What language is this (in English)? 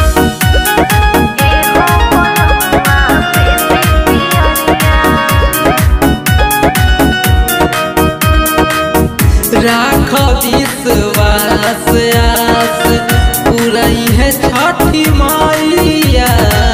Bhojpuri